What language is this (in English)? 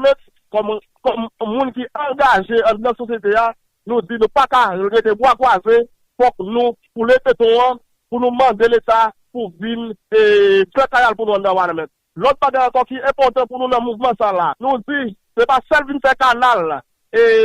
Haitian Creole